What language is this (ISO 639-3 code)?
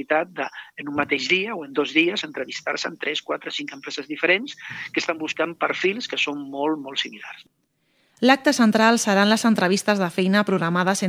cat